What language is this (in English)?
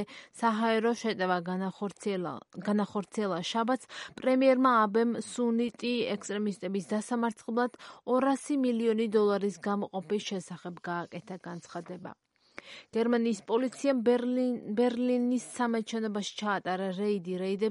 Georgian